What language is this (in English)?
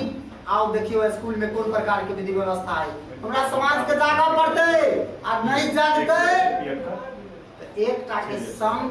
Maithili